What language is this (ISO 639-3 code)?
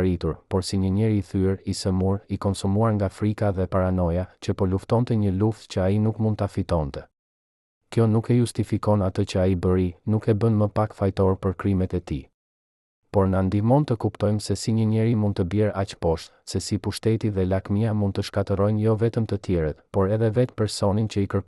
sqi